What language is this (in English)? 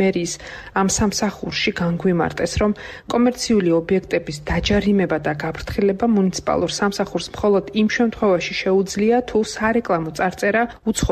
Georgian